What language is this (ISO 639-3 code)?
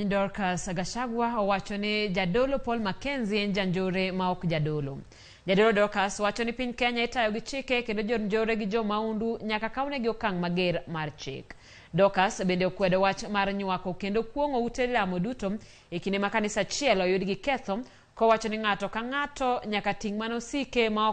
luo